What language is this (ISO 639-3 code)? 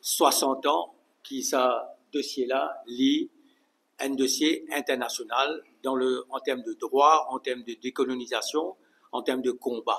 mfe